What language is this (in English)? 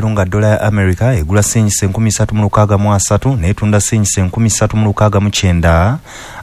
Ganda